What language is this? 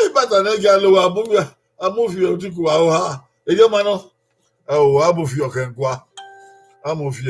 Bini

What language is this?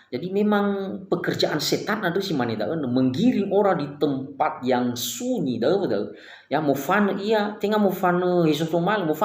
Nias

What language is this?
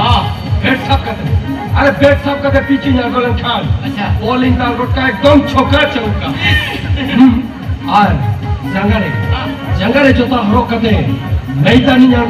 Santali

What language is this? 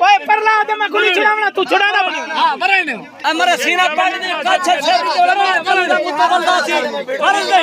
Saraiki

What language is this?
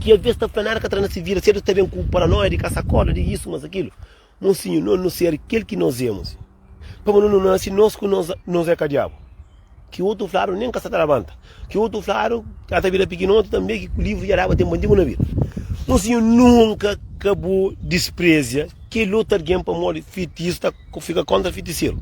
Kabuverdianu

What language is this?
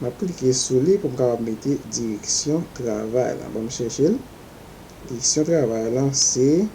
Haitian Creole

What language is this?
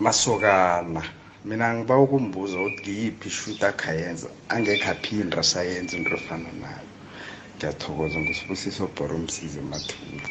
Zulu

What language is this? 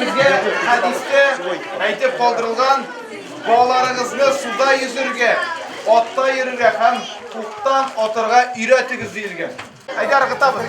Tatar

